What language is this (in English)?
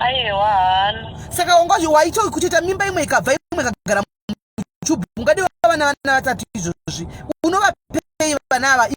Shona